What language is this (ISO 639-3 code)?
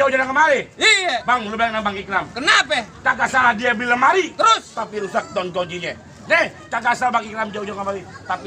bew